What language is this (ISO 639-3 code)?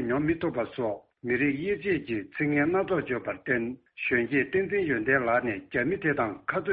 bod